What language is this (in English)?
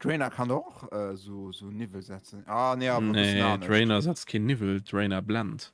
Luxembourgish